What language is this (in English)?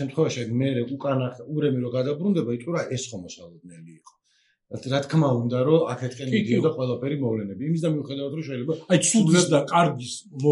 Georgian